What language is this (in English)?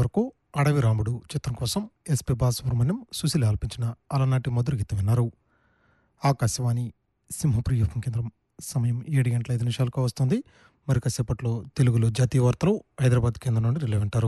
Telugu